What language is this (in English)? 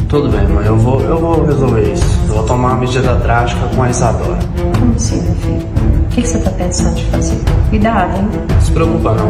Portuguese